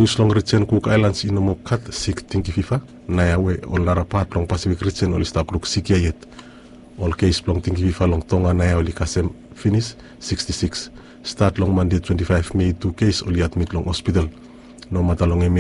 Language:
Bislama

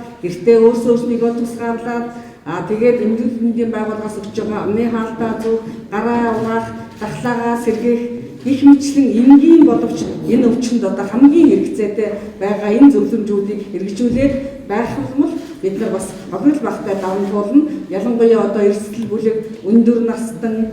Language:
Mongolian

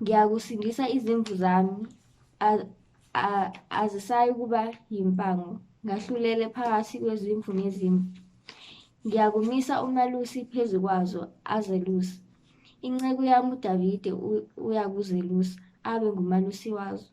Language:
Zulu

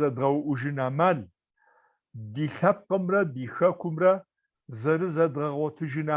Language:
Kabardian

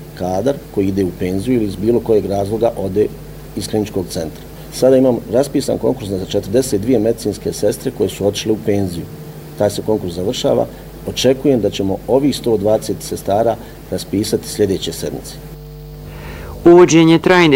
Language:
Bosnian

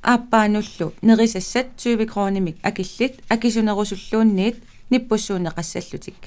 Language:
Kalaallisut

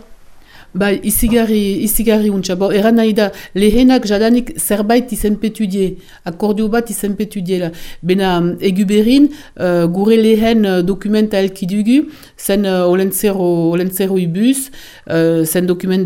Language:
Basque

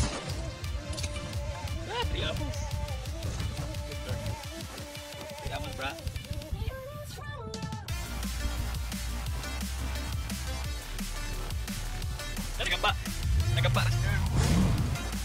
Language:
Malay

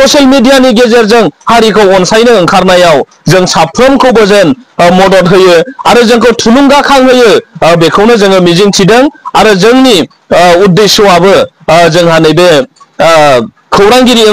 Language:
Bodo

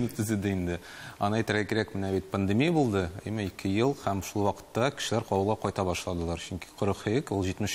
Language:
Tatar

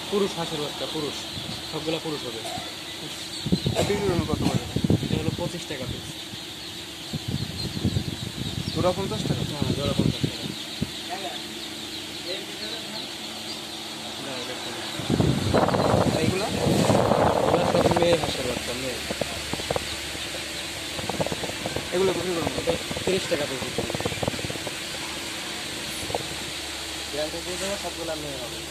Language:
Bangla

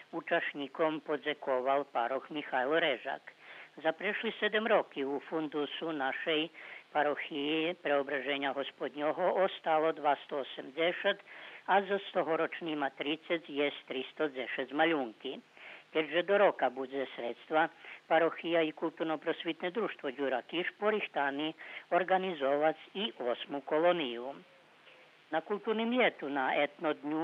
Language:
Rusyn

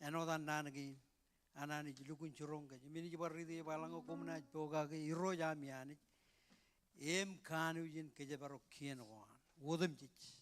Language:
Marshallese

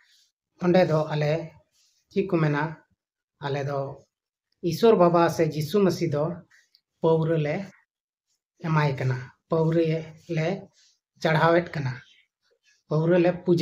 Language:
Santali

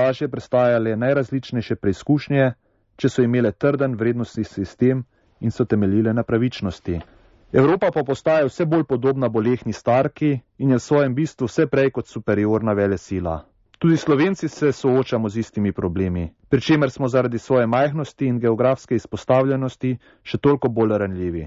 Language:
Slovenian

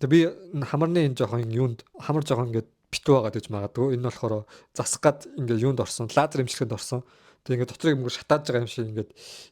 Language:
Mongolian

